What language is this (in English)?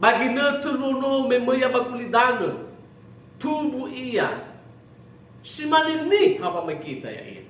Nias